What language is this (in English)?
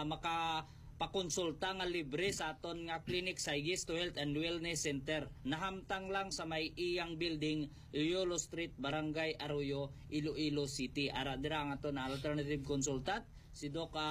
Hiligaynon